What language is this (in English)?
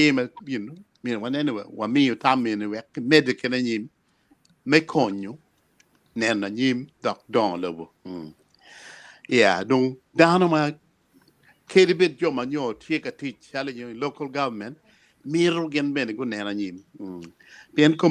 Acoli